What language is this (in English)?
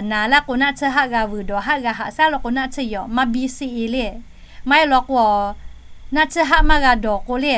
Lahu